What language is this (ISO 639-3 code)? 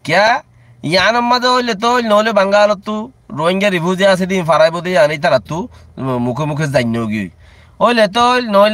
rhg